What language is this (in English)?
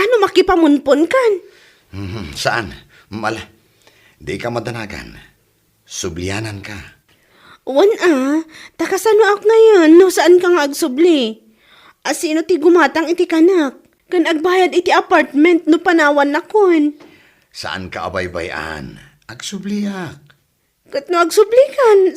Iloko